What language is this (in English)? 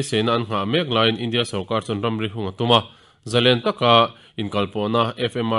Mizo